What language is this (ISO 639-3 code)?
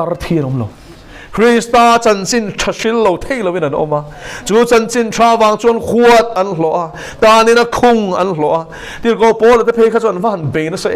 lus